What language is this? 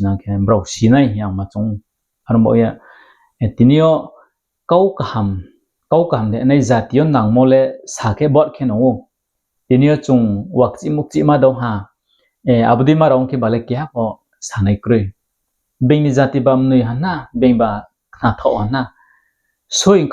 Riang (India)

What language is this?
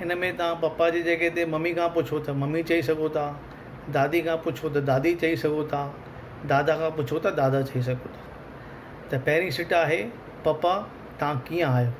Sindhi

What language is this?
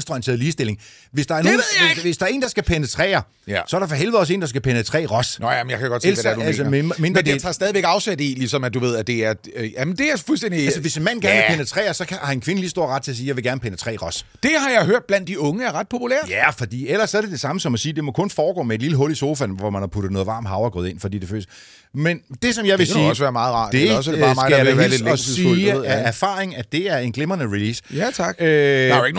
Danish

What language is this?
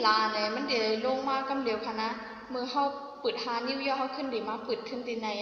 Shan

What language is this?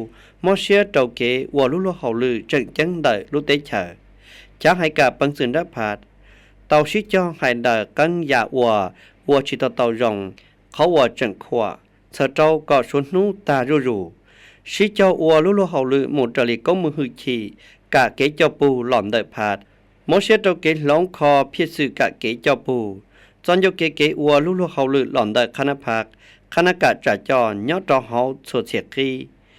Hmong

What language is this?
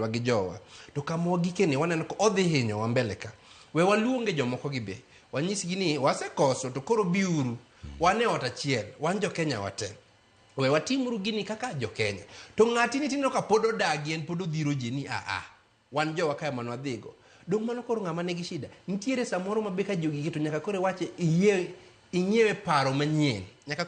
Luo (Kenya and Tanzania)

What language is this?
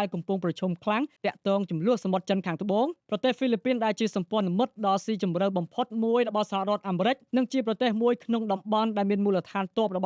Khmer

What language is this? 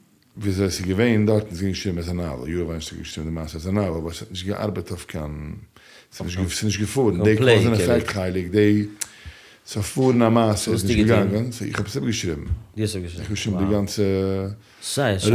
Yiddish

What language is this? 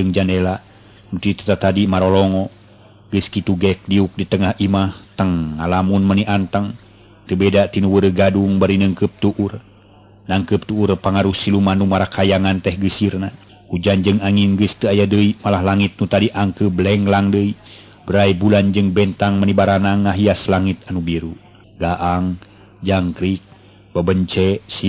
Sundanese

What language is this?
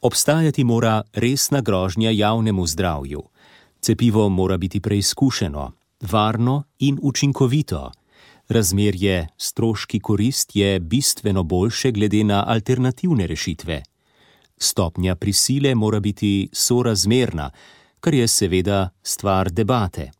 Slovenian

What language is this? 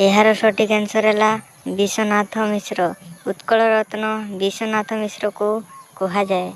Odia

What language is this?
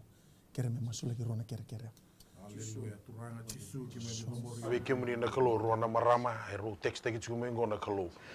Fijian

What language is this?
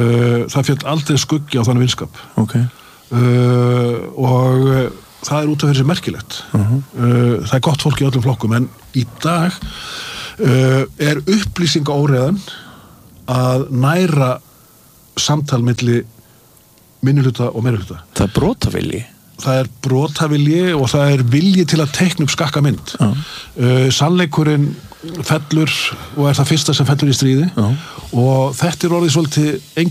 Icelandic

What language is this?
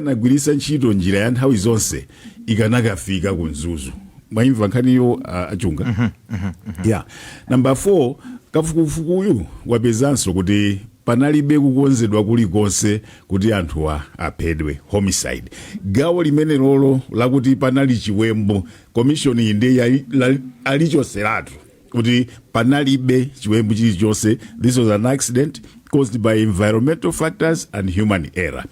Nyanja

